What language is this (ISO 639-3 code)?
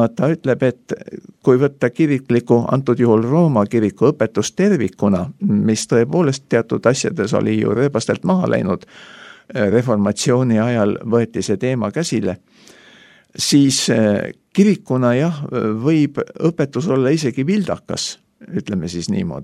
est